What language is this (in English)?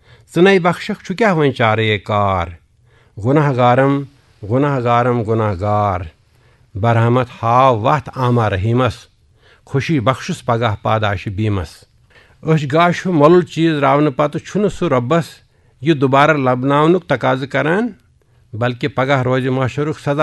Kashmiri